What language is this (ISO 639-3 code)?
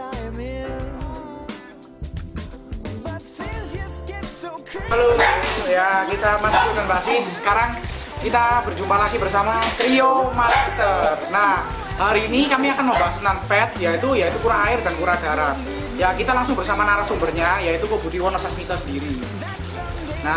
ind